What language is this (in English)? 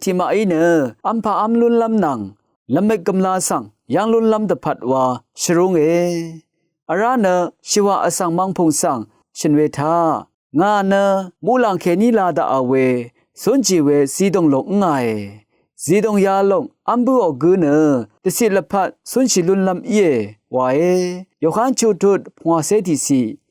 Rawang